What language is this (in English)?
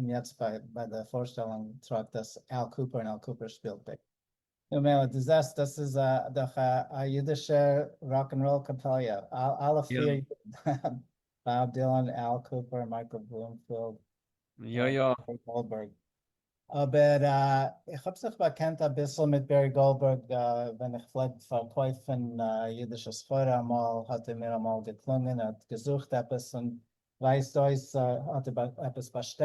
Yiddish